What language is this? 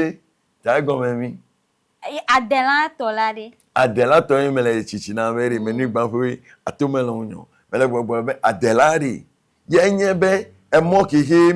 Ewe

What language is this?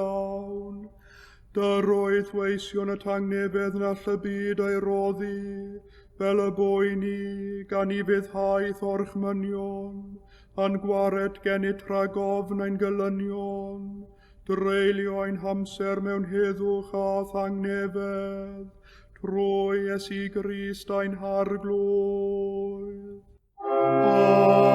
Welsh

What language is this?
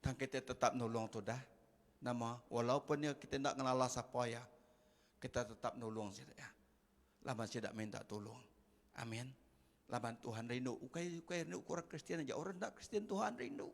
Iban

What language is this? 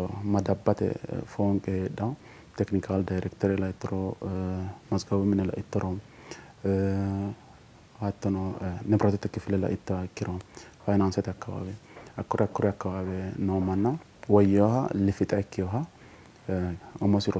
Sidamo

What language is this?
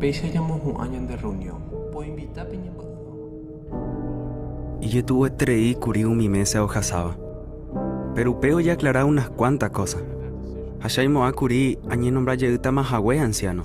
Guarani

